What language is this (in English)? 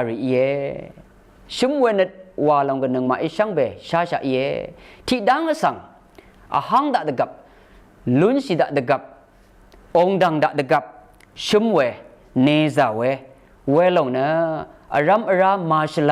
Rawang